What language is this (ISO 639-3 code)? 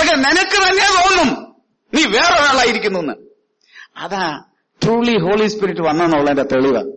mal